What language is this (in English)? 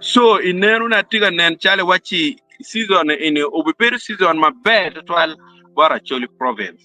Acoli